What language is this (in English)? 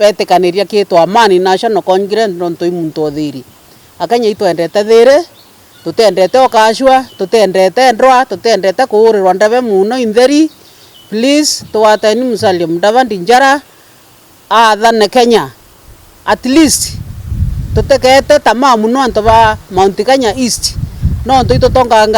Meru